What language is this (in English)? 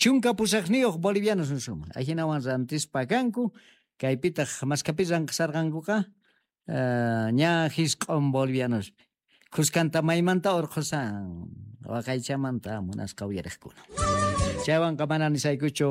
South Bolivian Quechua